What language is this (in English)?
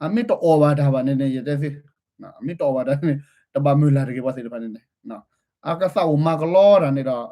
S'gaw Karen